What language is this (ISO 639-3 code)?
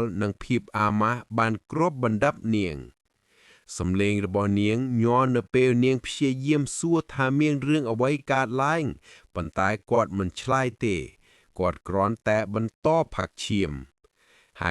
khm